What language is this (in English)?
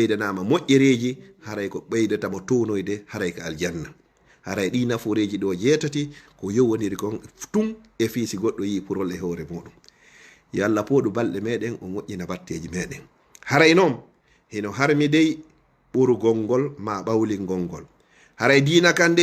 Fula